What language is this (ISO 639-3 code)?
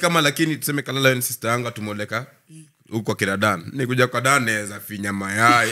swa